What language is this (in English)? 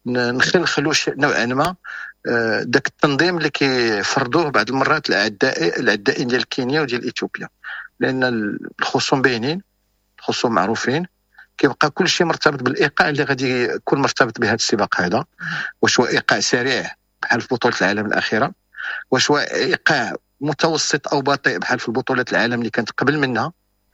Moroccan Arabic